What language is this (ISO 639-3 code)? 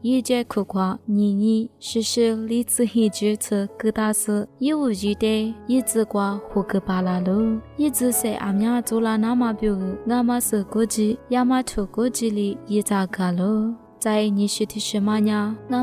lis